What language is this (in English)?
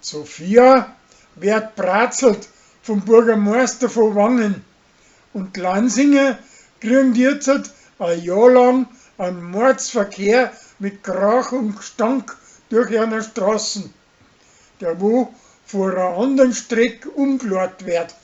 Bavarian